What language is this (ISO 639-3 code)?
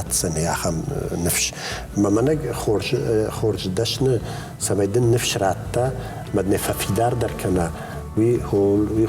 oss